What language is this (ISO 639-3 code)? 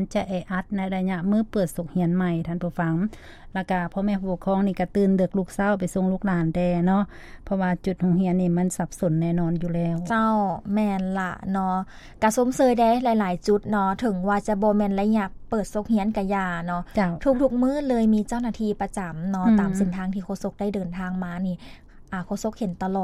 lao